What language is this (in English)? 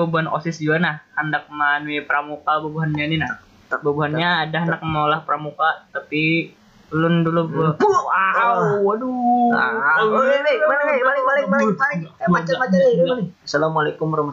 Banjar